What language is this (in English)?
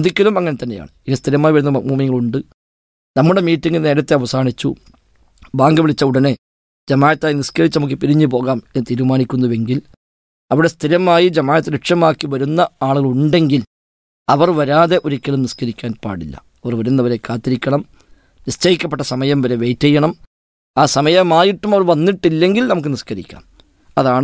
Malayalam